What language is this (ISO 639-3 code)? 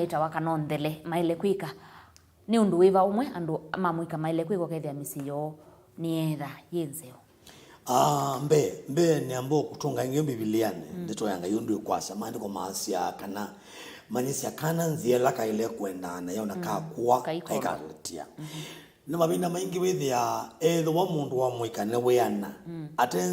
kam